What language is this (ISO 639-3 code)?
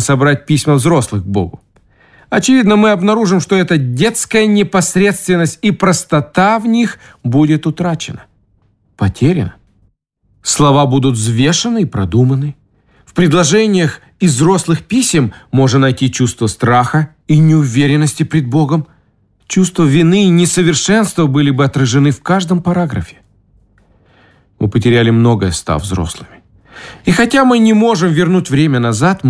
rus